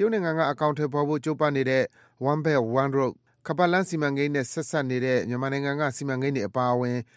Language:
Burmese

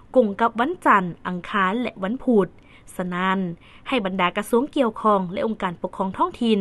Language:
Lao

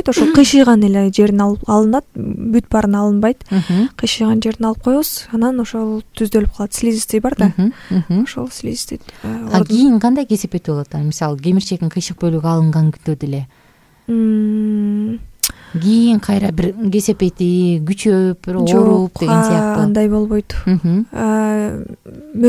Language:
Kyrgyz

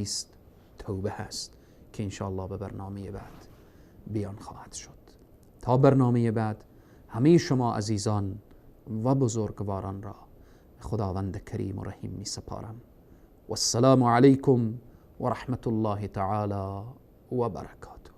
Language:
Persian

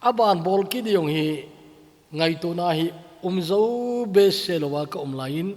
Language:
Thado Chin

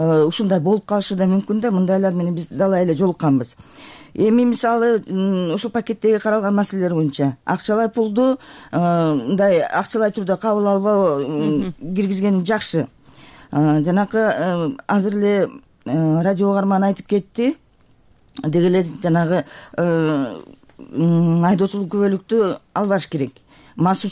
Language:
Kyrgyz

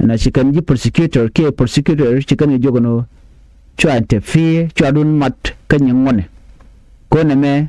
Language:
Nuer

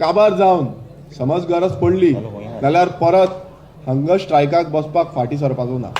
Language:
Konkani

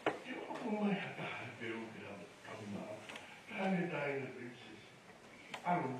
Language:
Tongan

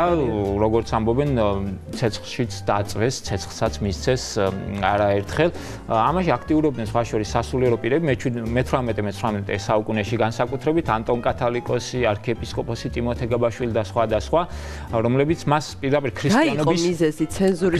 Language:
Georgian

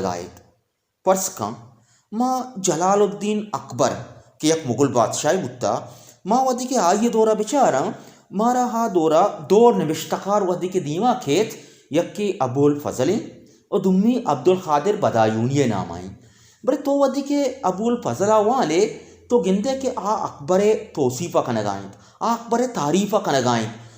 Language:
Baluchi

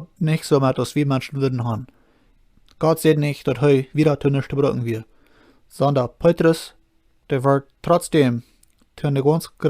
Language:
Plautdietsch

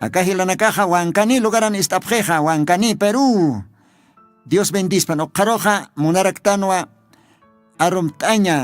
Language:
Aymara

